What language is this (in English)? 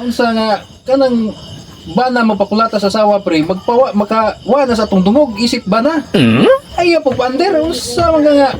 Cebuano